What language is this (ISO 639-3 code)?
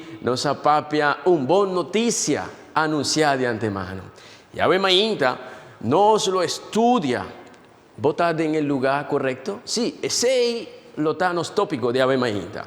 pap